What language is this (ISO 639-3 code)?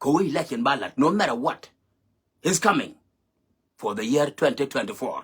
nus